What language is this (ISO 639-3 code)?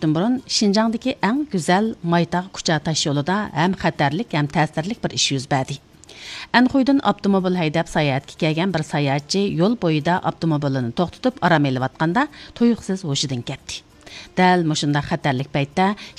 uig